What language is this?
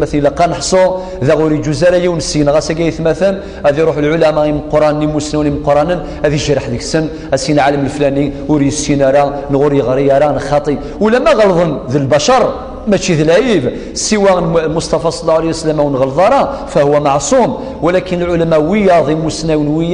Kabyle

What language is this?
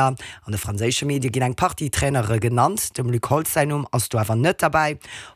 Luxembourgish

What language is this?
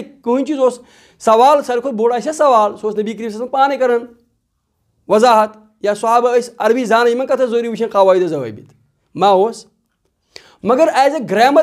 Kashmiri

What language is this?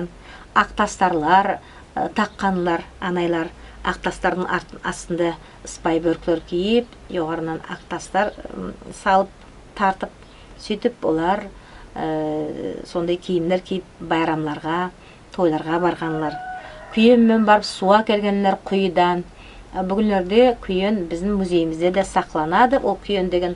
Nogai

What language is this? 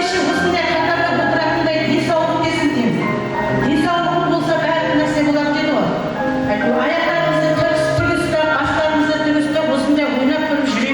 Kara-Kalpak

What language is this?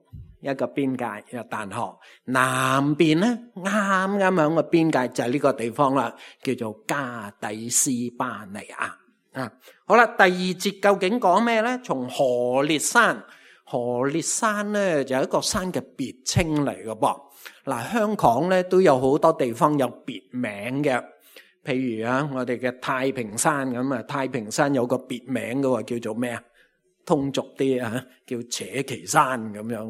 Cantonese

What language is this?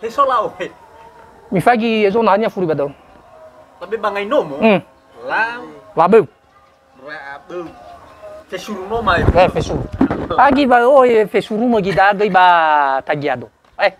Nias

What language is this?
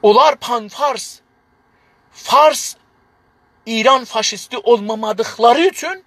South Azerbaijani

